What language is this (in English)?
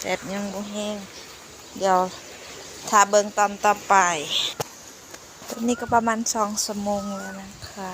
Lao